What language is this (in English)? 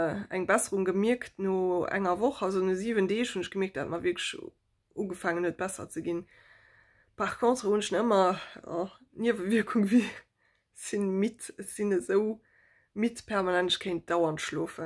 Luxembourgish